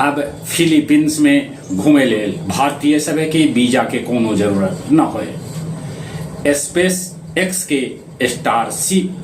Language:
Magahi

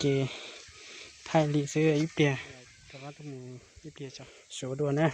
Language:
Hmong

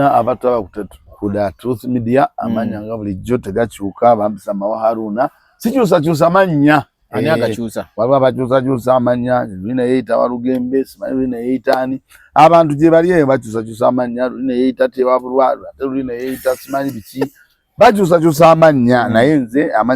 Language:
Ganda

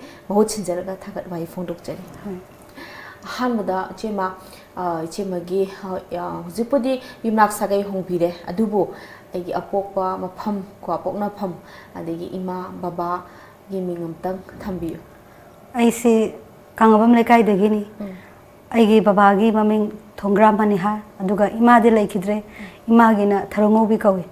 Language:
Manipuri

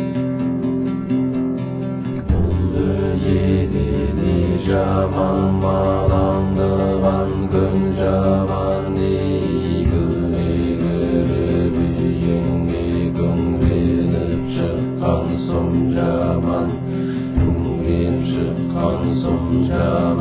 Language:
Kazakh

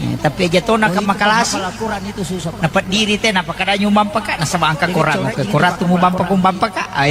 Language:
Buginese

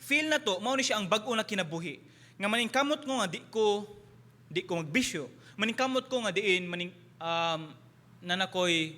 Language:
Cebuano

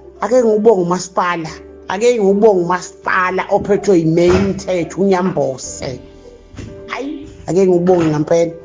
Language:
Zulu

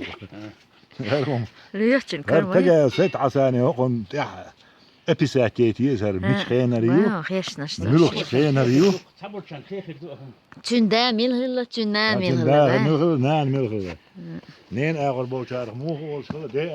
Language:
Chechen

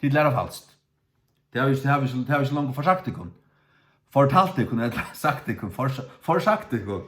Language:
Faroese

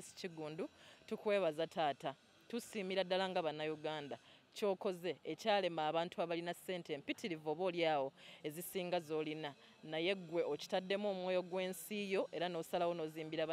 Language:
Ganda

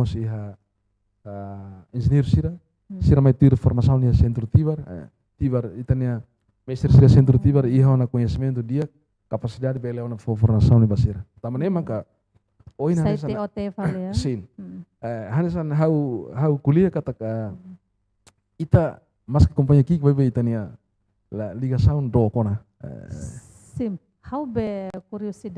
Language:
Tetum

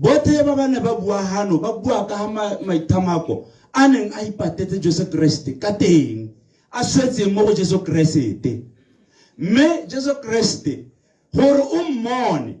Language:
Tswana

